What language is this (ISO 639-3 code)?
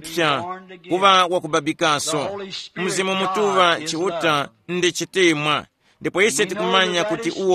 tum